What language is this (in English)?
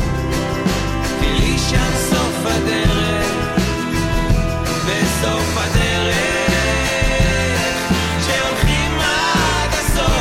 Hebrew